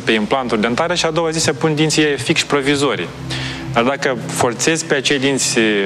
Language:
Romanian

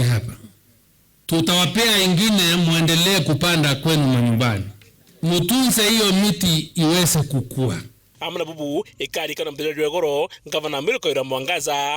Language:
Meru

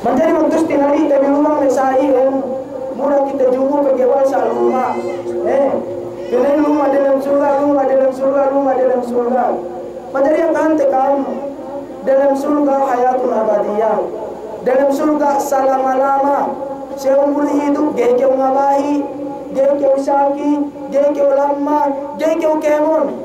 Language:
Yakan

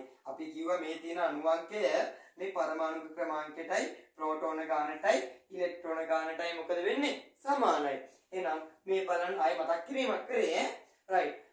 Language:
Sinhala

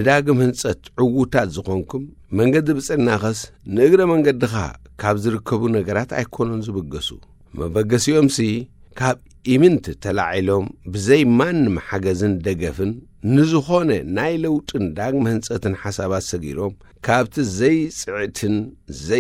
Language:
Tigrinya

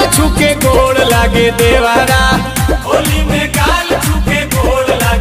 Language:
Bhojpuri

